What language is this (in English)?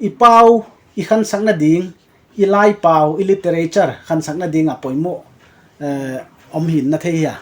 Paite Chin